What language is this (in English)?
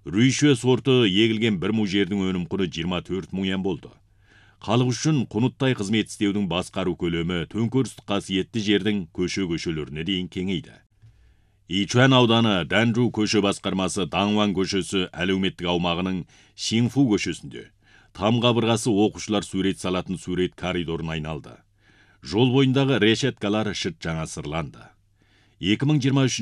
Kazakh